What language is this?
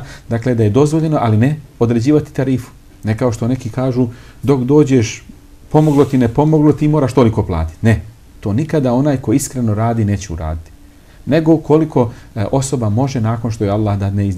Bosnian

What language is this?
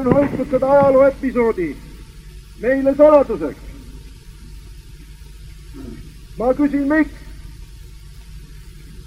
Estonian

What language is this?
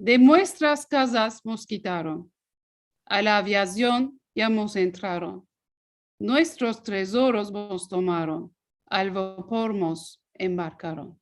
Ladino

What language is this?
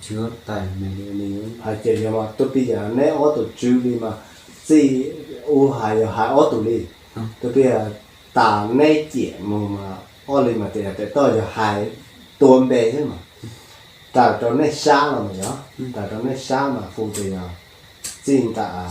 Hmong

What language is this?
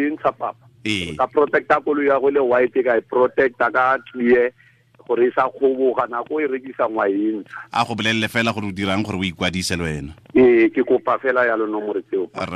Tswana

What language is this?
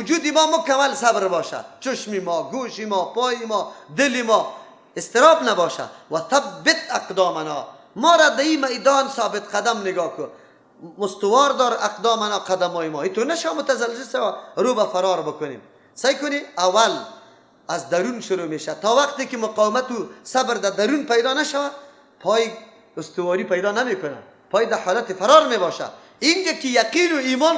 Persian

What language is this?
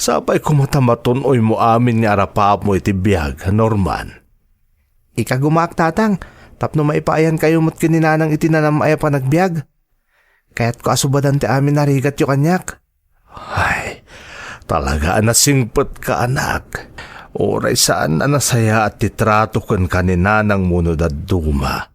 Iloko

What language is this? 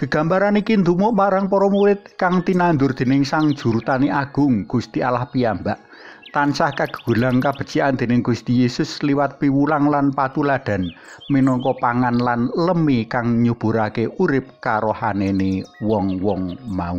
Javanese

